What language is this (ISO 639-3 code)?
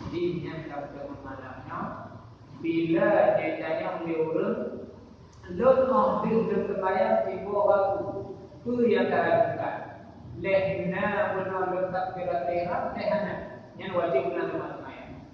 ace